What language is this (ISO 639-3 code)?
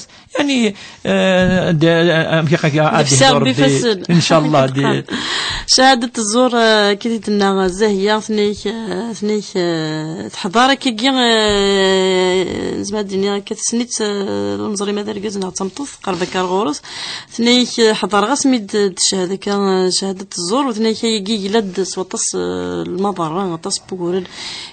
kab